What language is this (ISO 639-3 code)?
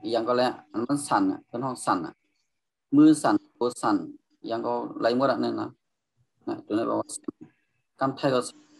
shn